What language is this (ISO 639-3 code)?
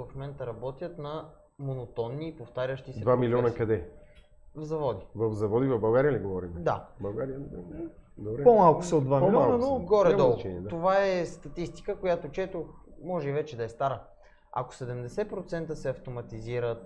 bul